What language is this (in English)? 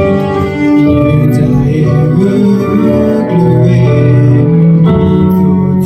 S'gaw Karen